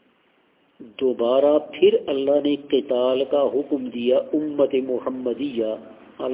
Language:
Urdu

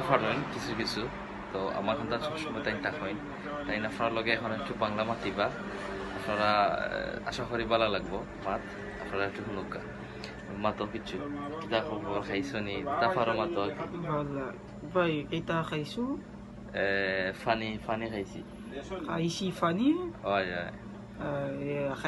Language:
Sylheti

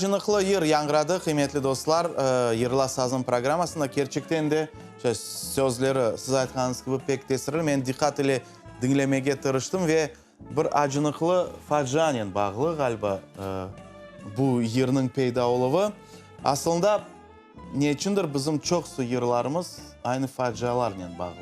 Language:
Crimean Tatar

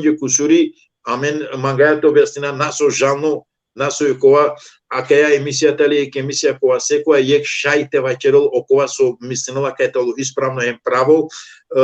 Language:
Balkan Romani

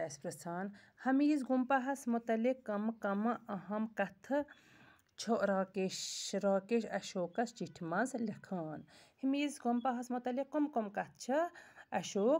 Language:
Kashmiri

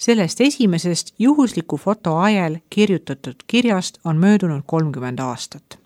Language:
Estonian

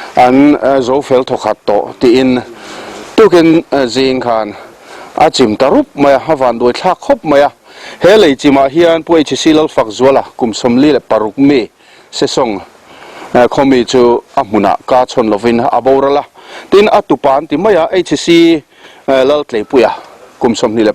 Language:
Mizo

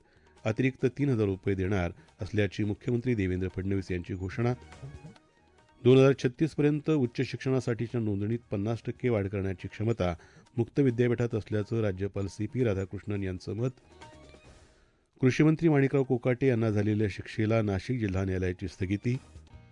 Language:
Marathi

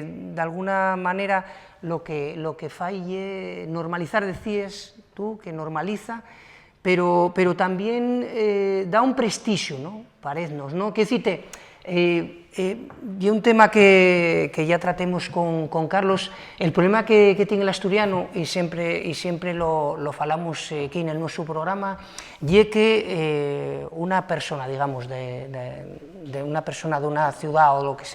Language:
Asturian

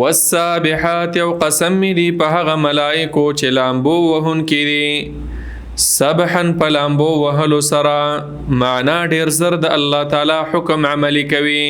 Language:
Pashto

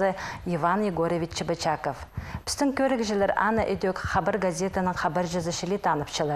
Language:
Khakas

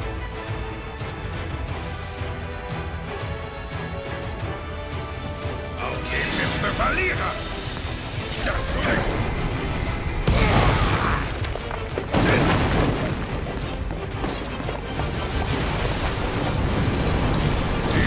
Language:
German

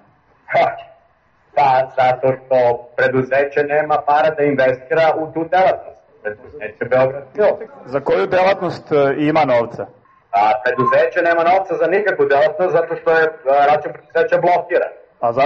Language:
Serbian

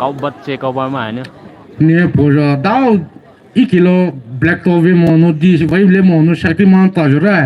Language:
Poumei Naga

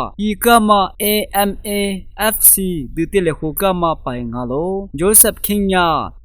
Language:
Lisu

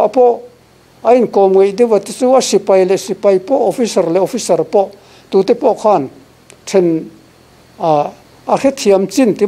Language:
Mizo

